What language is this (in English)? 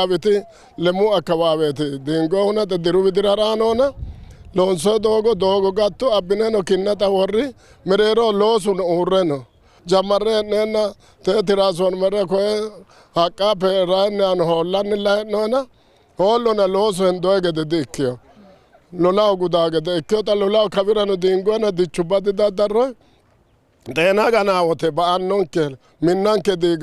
Sidamo